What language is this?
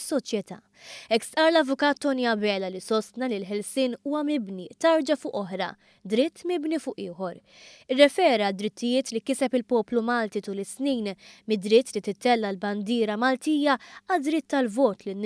Maltese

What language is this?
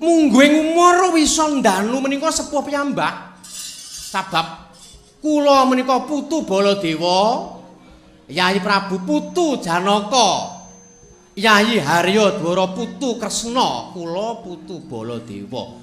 Javanese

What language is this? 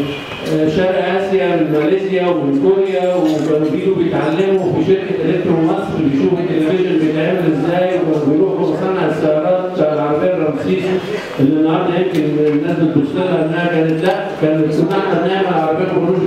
Egyptian Arabic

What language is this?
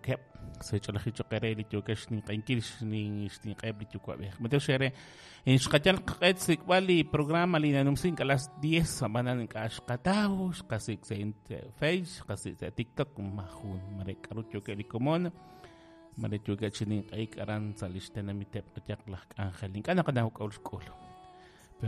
Kekchí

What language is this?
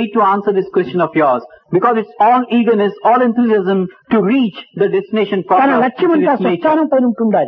Telugu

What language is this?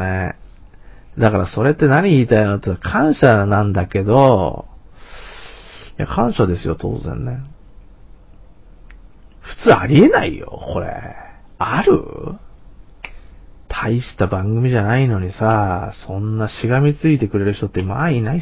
Japanese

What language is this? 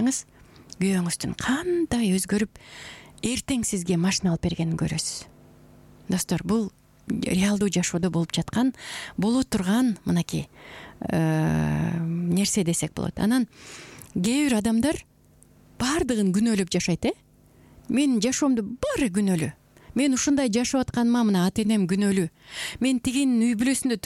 Kyrgyz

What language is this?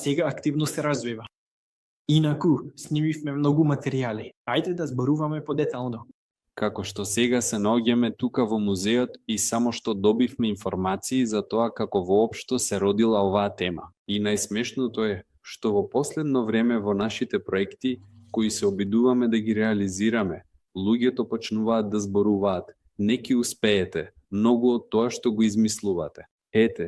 Macedonian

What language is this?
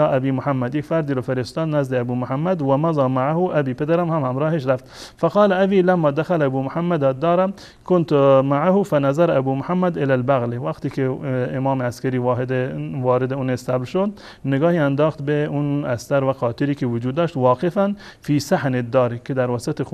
Persian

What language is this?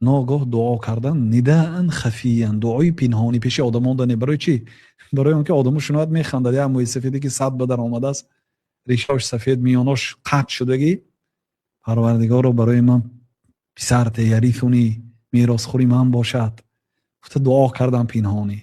Tajik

